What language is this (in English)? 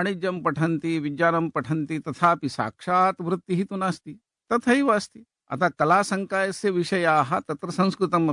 Sanskrit